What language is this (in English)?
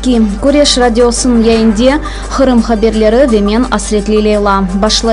Crimean Tatar